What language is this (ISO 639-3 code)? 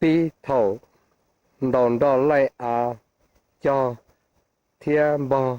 hmn